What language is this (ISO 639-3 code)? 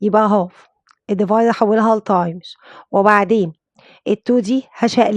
arz